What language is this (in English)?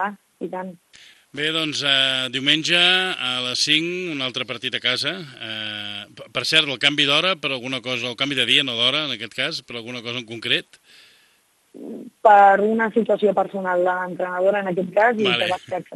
Catalan